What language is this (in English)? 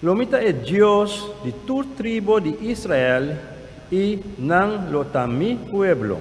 Papiamento